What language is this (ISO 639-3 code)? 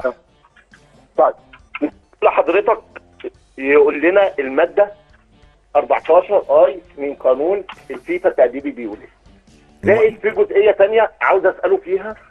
arz